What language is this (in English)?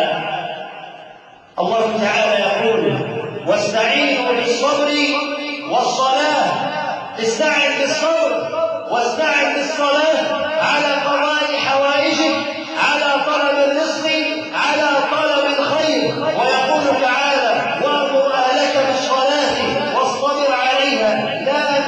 Arabic